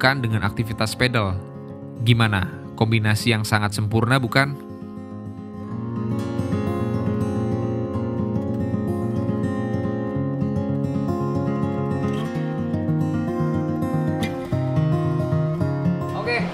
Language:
Indonesian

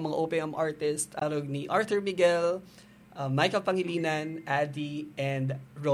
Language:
Bikol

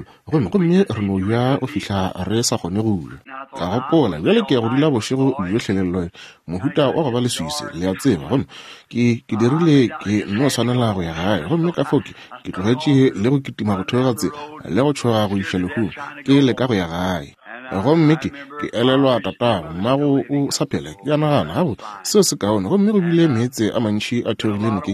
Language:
Northern Sotho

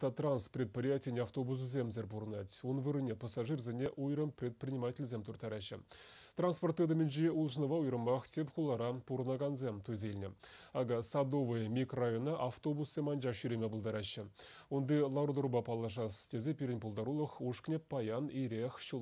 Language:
Chuvash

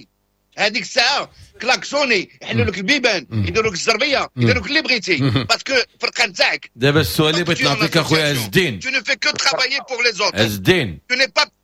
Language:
Moroccan Arabic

